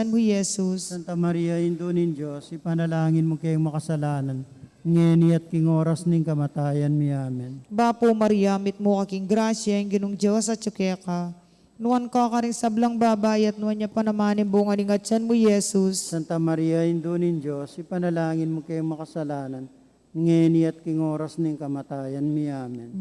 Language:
Pampanga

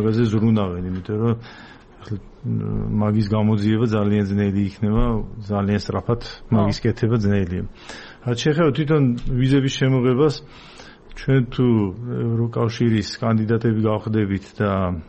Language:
Georgian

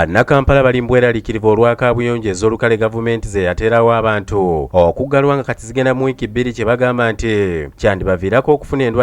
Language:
Ganda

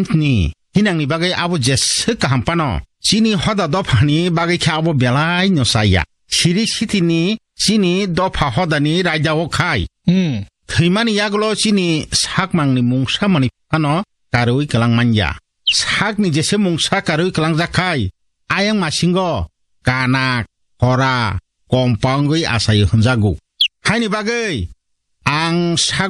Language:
Kok Borok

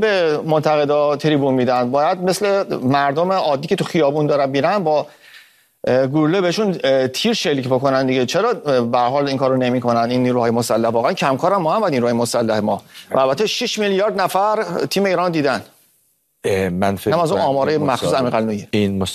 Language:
Persian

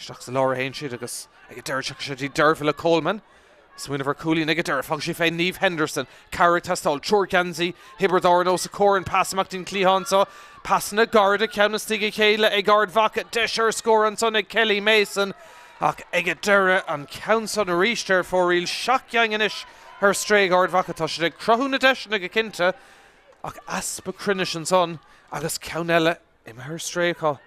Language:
Irish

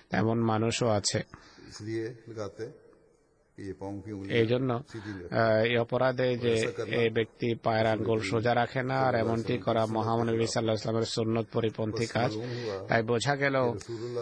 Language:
Bangla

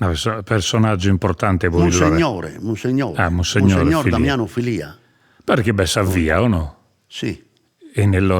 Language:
Sardinian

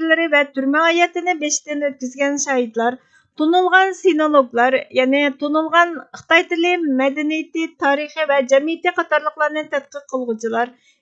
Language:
Uyghur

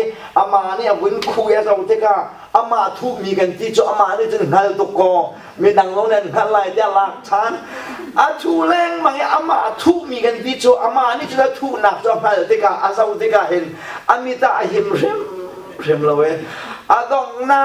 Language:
Hakha Chin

